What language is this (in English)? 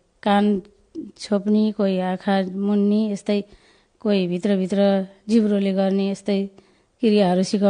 Nepali